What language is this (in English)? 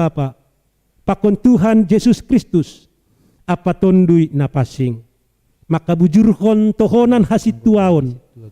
Batak Simalungun